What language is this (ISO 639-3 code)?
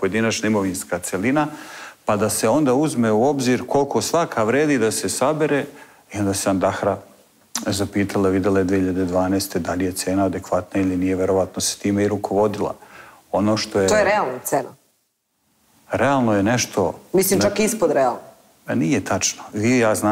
srp